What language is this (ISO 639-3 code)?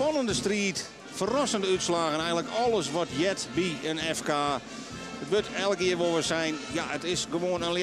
fry